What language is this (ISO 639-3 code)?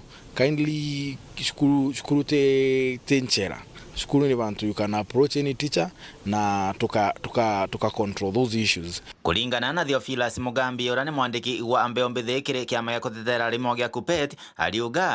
mer